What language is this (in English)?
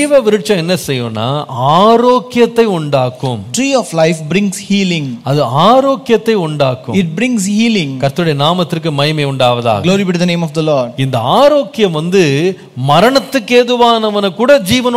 Tamil